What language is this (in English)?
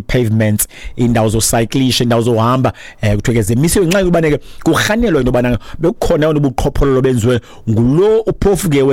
Xhosa